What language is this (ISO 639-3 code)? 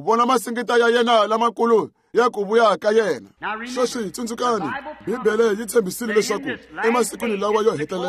tso